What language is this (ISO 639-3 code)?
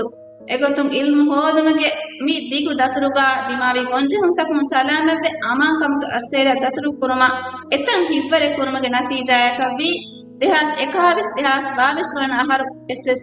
div